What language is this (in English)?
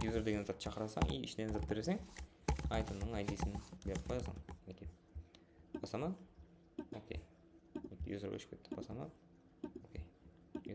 Kara-Kalpak